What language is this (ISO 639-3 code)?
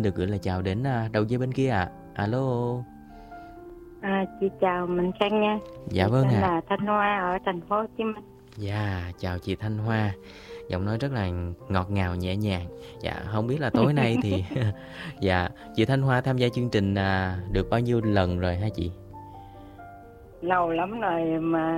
vie